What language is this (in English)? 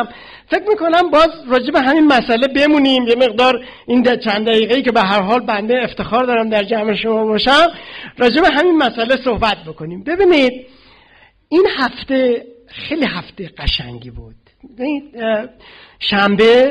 Persian